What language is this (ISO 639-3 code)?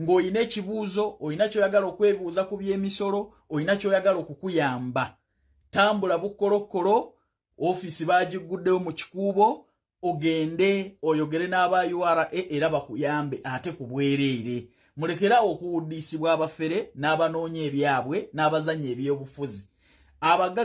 lug